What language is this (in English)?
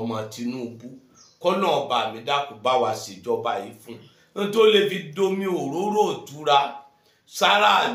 Yoruba